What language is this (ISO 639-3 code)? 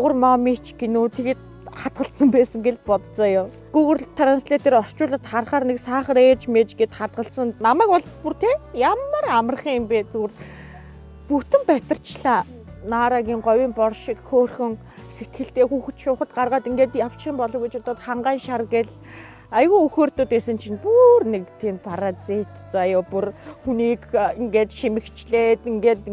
mon